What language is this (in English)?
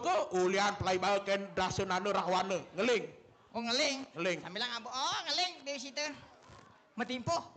Balinese